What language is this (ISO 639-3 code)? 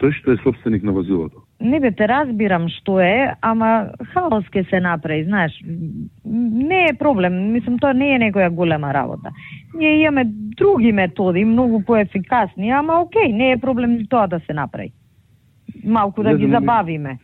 mkd